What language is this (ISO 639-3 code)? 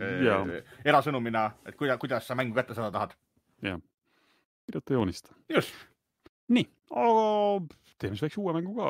est